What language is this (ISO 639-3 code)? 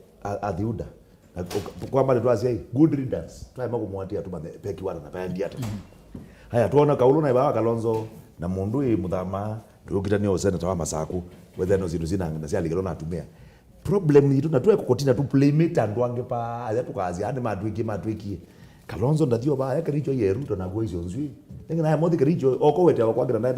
kam